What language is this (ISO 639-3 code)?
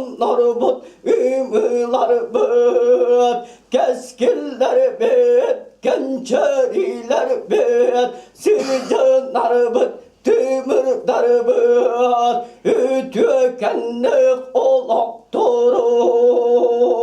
sah